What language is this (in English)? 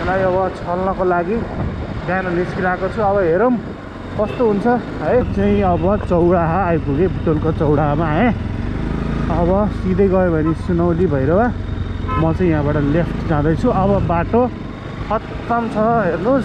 Nepali